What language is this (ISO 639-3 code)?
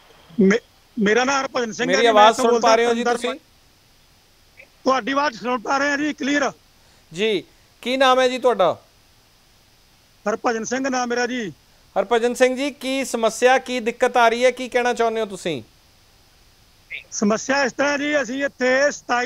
pan